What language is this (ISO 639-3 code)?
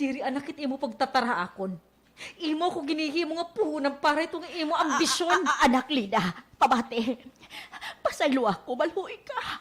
war